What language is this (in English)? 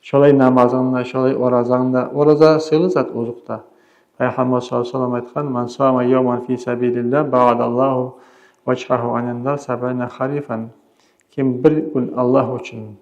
Kumyk